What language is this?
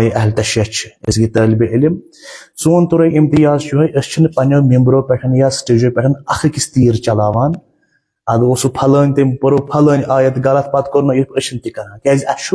Kashmiri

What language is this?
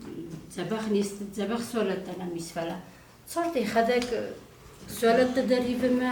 Ossetic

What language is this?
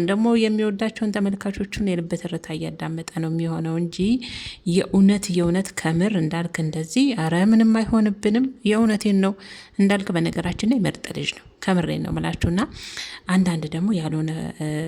Amharic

